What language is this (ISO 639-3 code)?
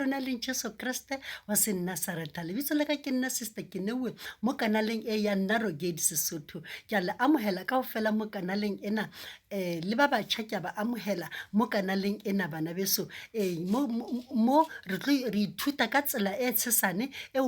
sot